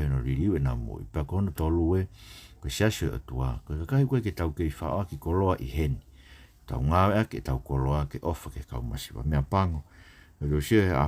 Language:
Tongan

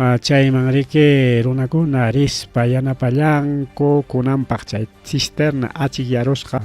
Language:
Ayacucho Quechua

